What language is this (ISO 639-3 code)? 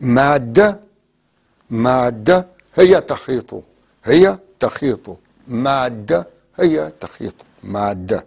apc